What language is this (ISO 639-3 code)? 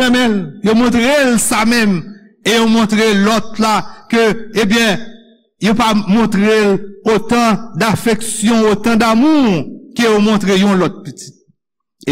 hat